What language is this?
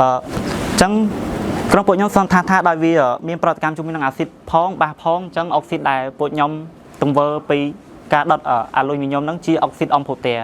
Khmer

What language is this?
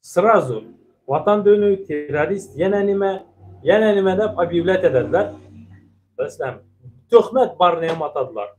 Turkmen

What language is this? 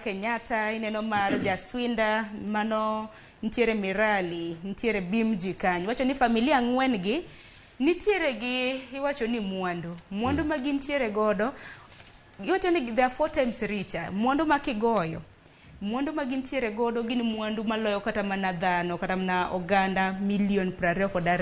Luo (Kenya and Tanzania)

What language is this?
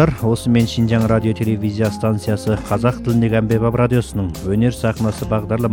Kazakh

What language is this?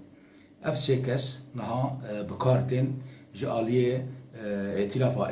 Kurdish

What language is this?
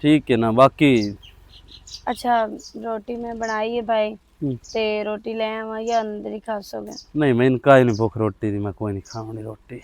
Western Panjabi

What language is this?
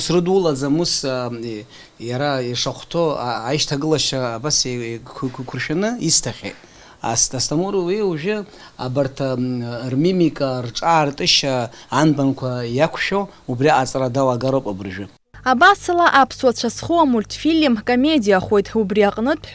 Abkhazian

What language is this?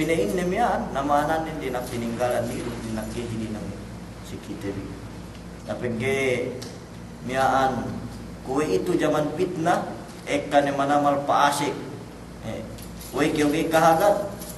Yakan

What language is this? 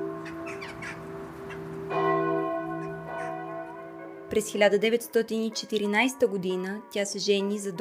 Bulgarian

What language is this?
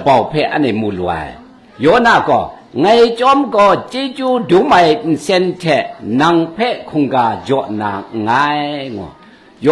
Kachin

